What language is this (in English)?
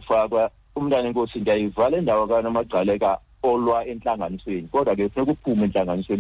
Xhosa